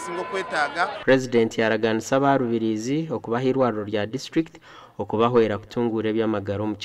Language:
Nyankole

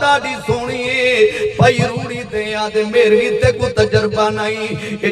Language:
Saraiki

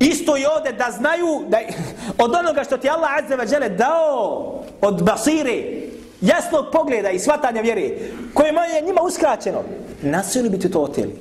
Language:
Bosnian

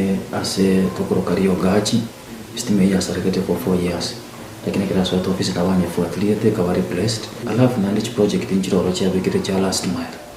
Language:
Gusii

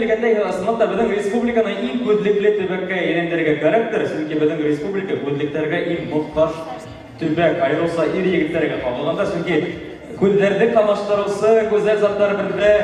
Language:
Bashkir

